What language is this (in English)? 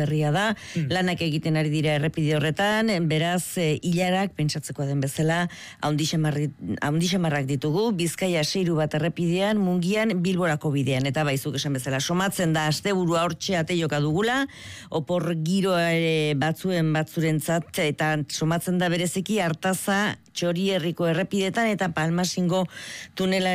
Basque